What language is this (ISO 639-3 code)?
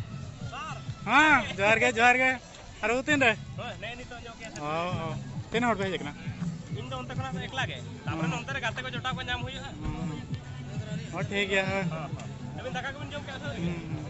sat